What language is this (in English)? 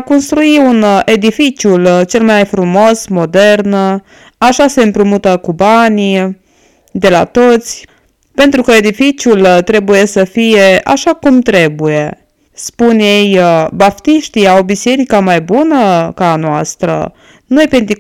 Romanian